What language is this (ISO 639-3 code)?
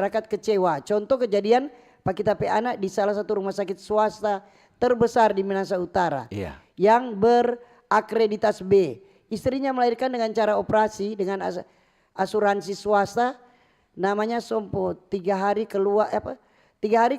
xmm